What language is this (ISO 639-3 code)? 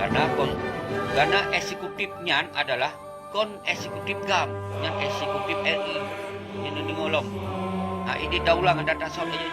ace